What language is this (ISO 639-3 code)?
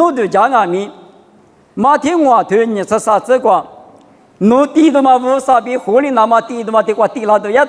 lis